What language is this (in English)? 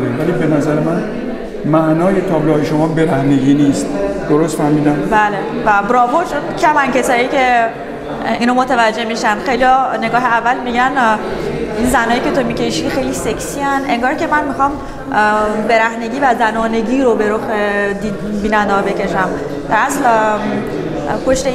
Persian